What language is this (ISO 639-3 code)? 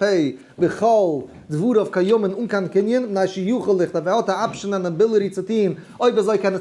yid